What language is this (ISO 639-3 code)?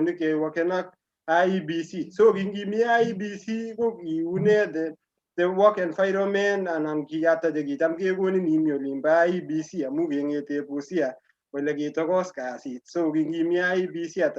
kln